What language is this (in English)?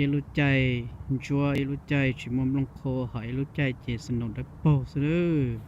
Hmong